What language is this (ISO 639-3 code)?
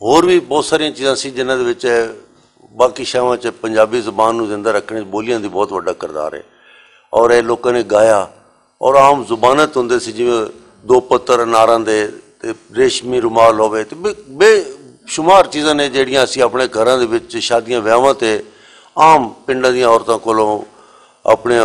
lah